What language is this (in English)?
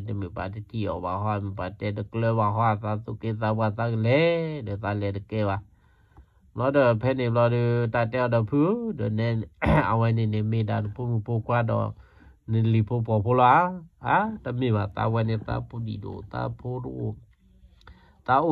S'gaw Karen